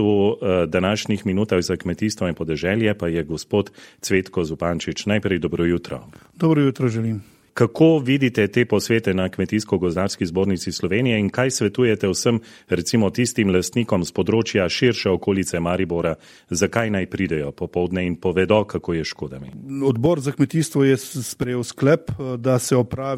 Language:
Slovenian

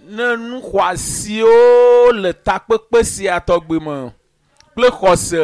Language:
Ewe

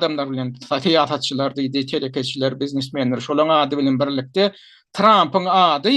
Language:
Turkmen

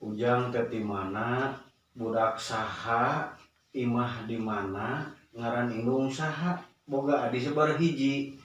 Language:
Sundanese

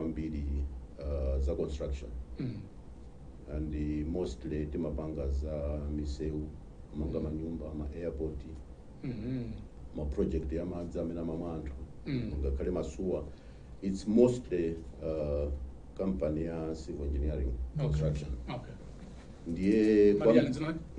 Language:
Nyanja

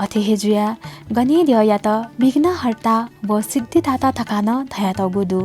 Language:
Newari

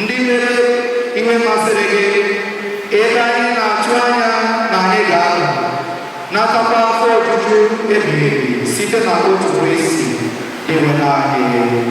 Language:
Igbo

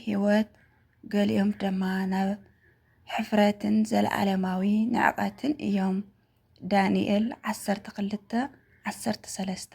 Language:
Tigrinya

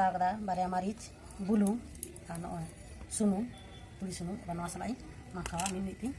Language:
Santali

